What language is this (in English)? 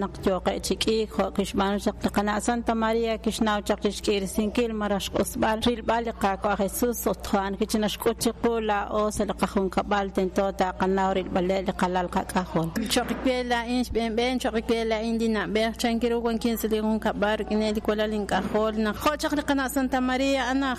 Kekchí